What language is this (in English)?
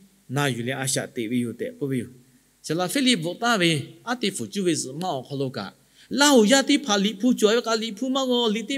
Lahu